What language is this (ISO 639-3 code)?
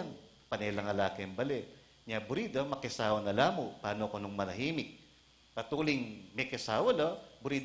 pam